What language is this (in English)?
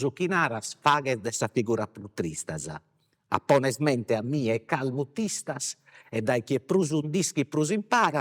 Sardinian